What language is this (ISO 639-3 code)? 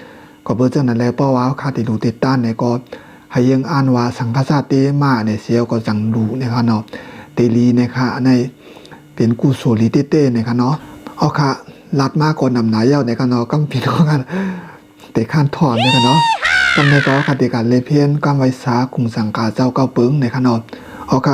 shn